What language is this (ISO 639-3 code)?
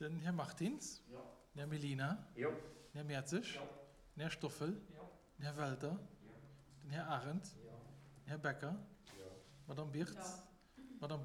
ltz